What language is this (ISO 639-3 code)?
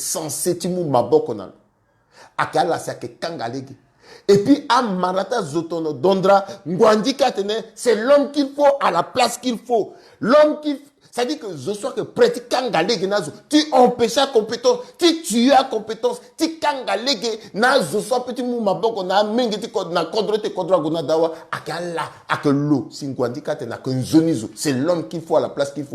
sag